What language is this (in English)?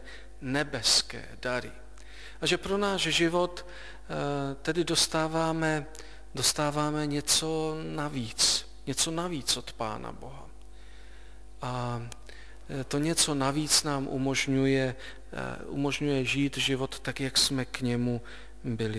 Czech